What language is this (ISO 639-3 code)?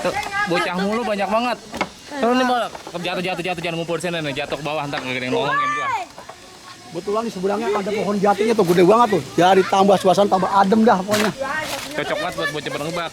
bew